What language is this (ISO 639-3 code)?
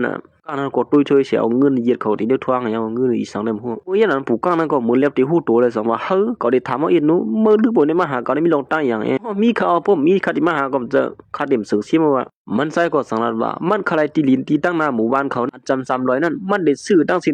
shn